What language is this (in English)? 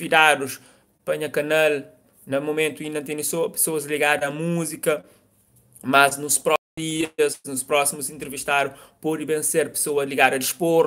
Kabuverdianu